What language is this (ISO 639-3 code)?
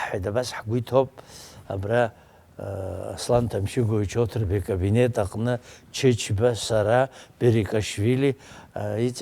abk